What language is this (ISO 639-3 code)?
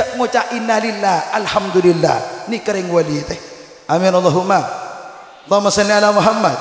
mad